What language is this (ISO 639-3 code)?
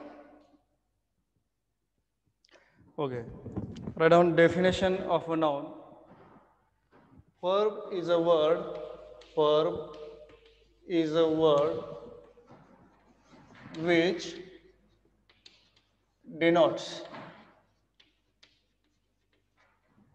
mar